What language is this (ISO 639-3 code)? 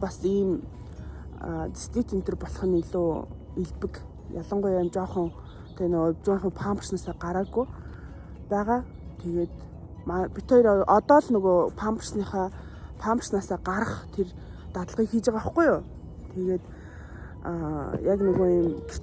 mon